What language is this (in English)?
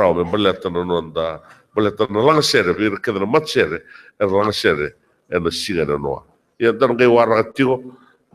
Fijian